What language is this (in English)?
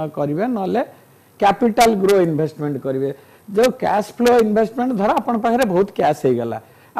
Odia